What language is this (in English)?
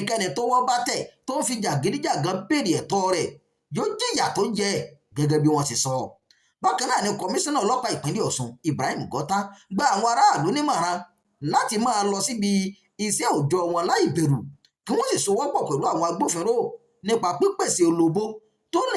Yoruba